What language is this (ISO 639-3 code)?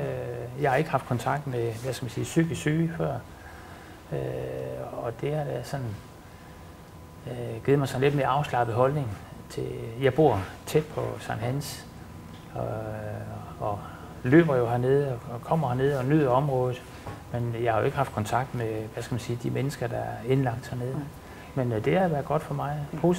dan